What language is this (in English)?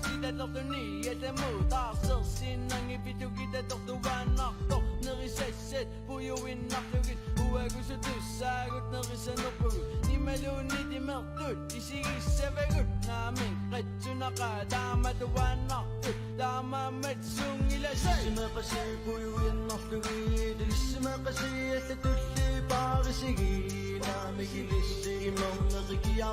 Kalaallisut